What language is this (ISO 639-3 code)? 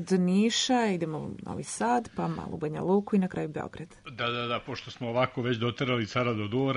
srp